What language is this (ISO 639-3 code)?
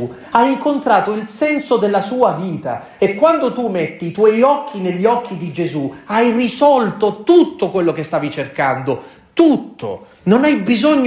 ita